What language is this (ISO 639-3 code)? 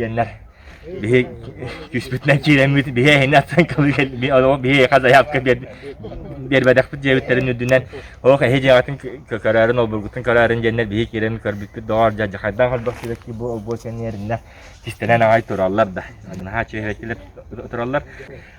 sah